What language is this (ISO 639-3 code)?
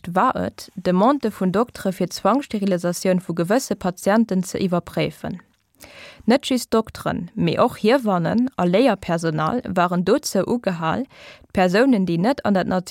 ltz